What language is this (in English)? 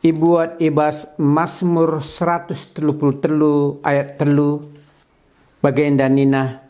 Batak Karo